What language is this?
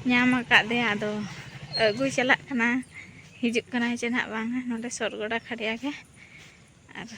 Santali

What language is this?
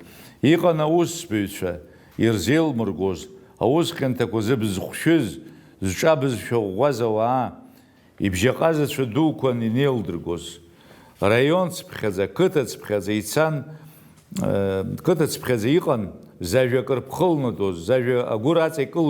Abkhazian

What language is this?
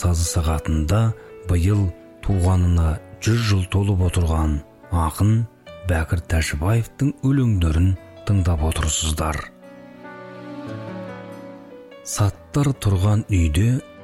Kazakh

